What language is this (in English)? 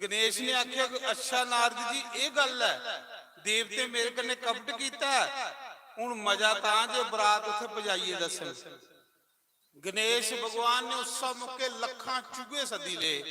Dogri